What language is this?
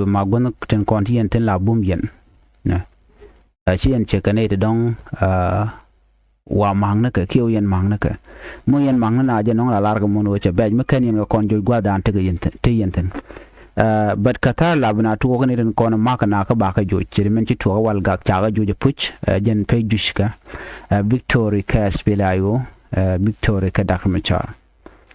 Nuer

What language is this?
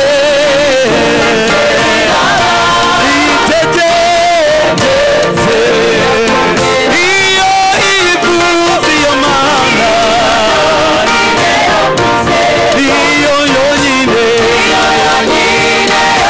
Kinyarwanda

